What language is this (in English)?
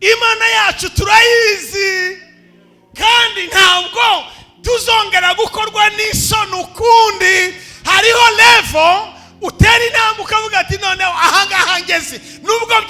Kinyarwanda